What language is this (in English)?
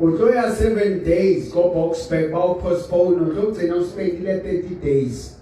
Southern Sotho